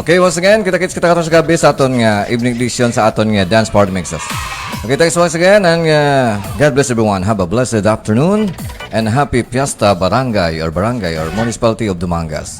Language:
Hiligaynon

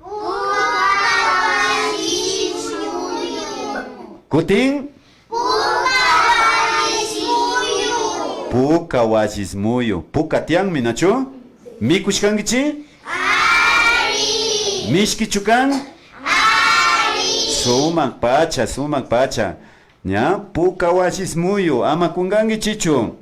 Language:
Imbabura Highland Quichua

